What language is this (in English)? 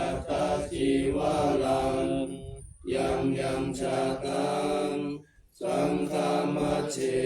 Pali